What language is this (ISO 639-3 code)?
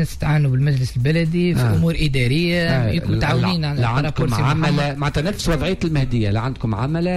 aeb